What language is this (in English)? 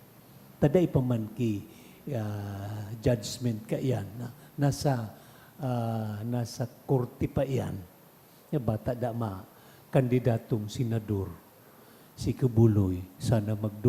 Bikol